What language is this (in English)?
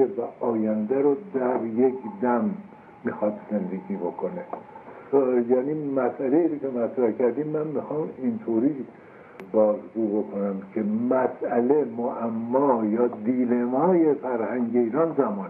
Persian